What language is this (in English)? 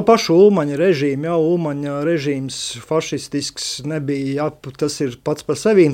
Latvian